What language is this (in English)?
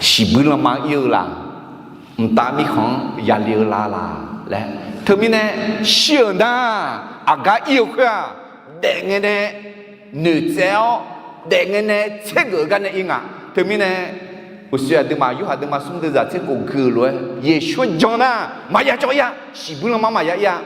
Akha